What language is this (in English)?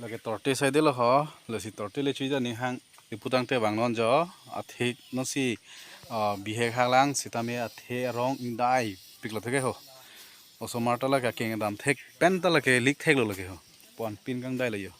Karbi